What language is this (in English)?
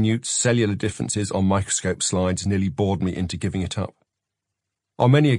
English